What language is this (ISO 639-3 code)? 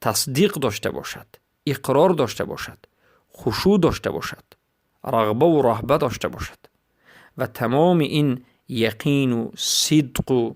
fas